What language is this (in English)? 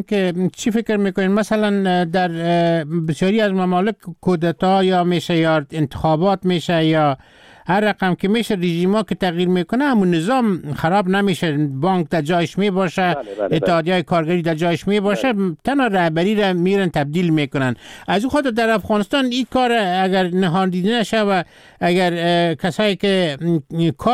Persian